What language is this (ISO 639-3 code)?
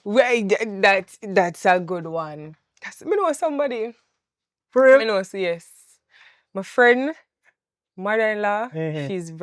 jam